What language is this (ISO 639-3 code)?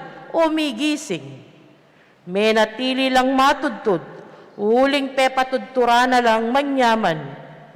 pam